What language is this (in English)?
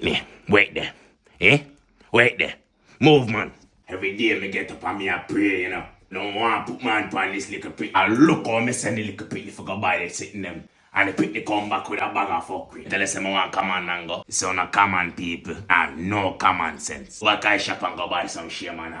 Jamaican Creole English